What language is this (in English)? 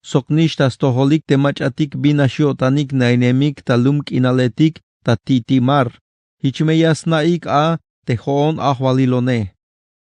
Tzeltal